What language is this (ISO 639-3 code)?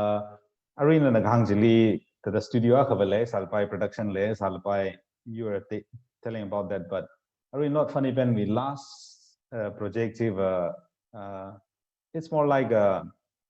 nmf